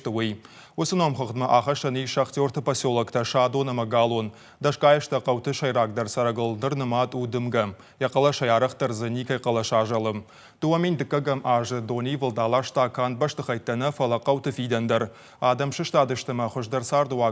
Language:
Ossetic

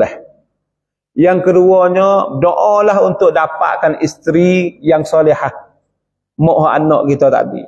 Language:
Malay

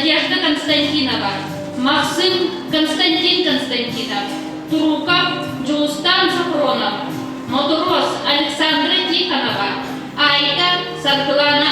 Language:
Yakut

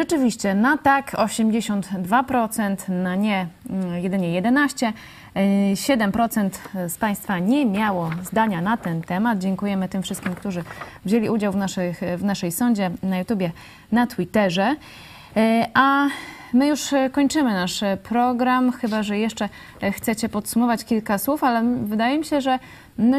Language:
Polish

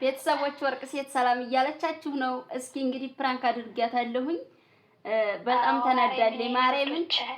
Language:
Amharic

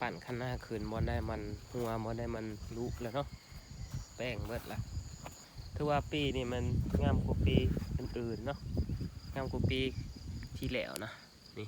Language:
Lao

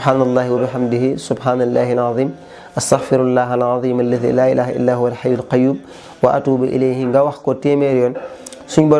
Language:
Wolof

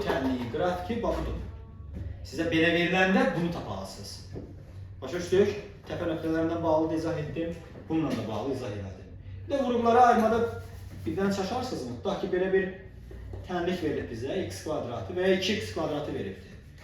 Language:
Azerbaijani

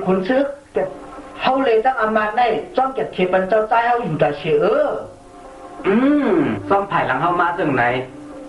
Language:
Shan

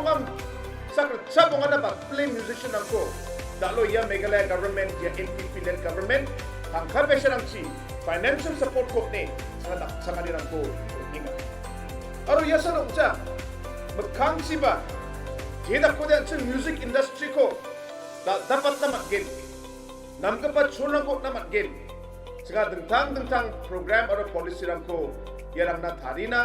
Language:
Garo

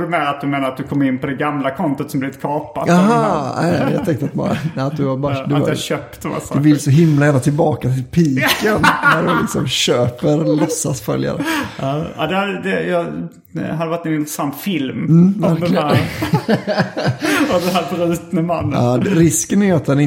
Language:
Swedish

